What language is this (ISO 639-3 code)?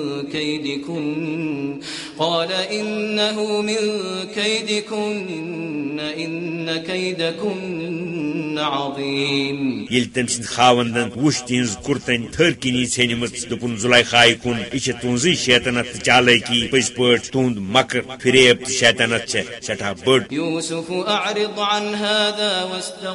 kas